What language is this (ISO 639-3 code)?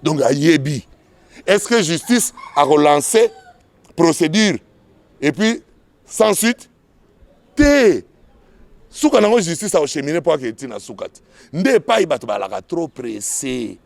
lin